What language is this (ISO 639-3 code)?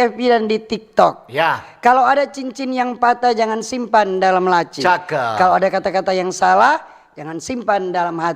xmm